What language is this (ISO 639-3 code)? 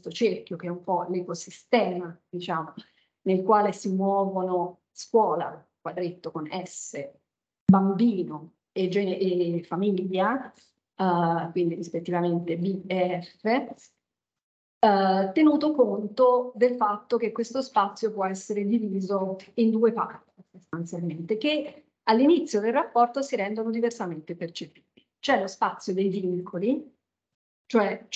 ita